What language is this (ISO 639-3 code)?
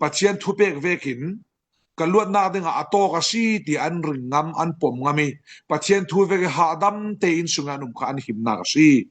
cfm